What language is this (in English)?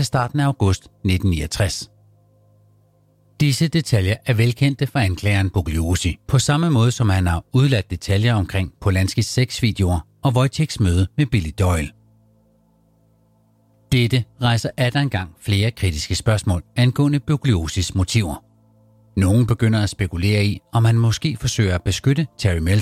Danish